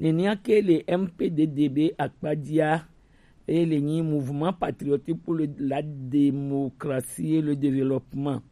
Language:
Gen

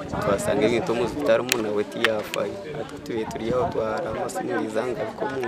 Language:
Nyankole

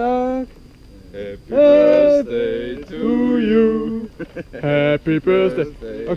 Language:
Bavarian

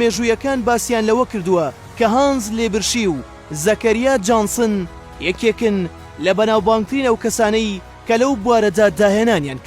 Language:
Central Kurdish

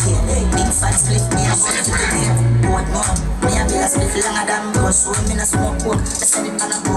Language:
Jamaican Creole English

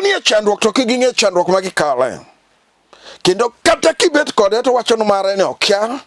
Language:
Luo (Kenya and Tanzania)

